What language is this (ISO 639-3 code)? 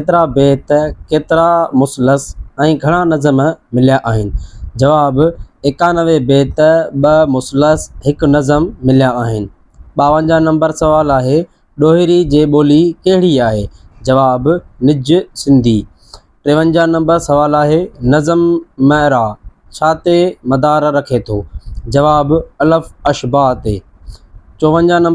snd